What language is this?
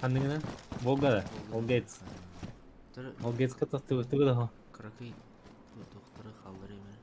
Yakut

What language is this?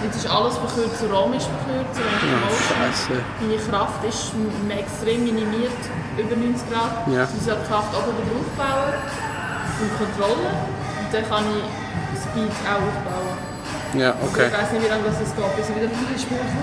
Swiss German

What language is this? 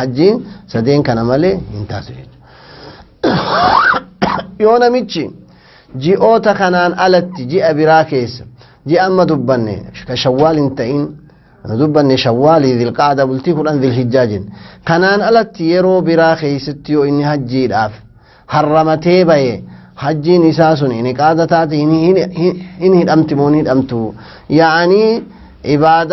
Oromo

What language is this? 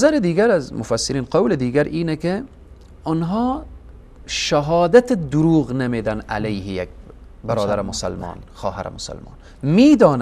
Persian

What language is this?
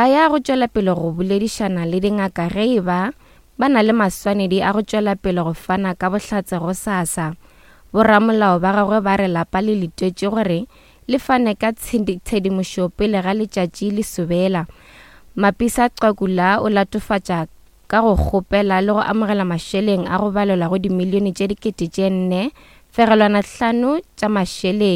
Northern Sotho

